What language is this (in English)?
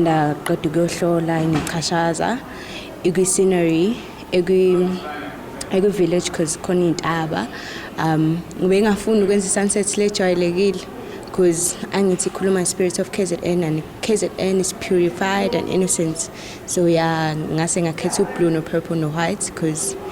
Zulu